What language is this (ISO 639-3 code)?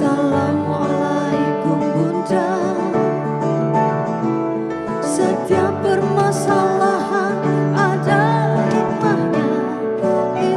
ind